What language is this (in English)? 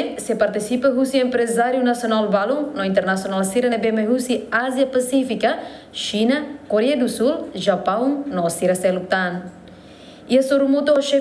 Tetum